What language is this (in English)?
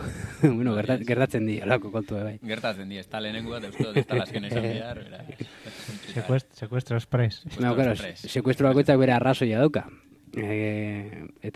Basque